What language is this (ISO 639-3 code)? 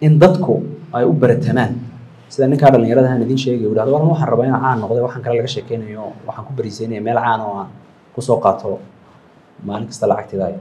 som